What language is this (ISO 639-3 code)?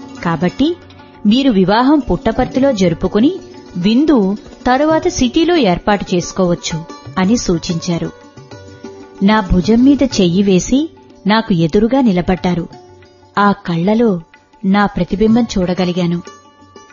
tel